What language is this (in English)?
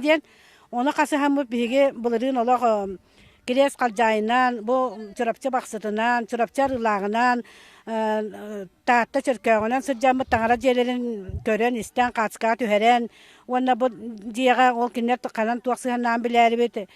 Yakut